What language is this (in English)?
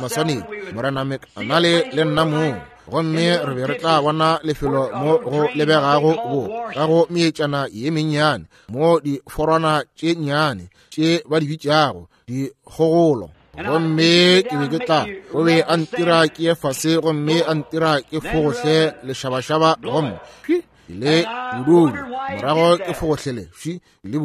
Northern Sotho